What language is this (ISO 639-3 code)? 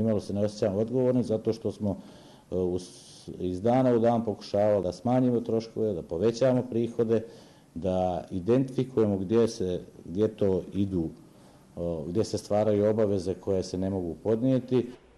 bos